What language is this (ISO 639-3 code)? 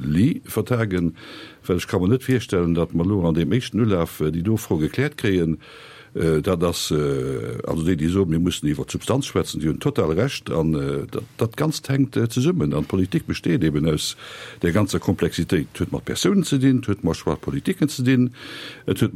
ltz